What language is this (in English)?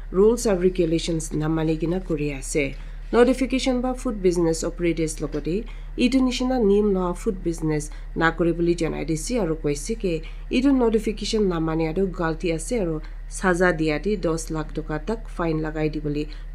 Naga Pidgin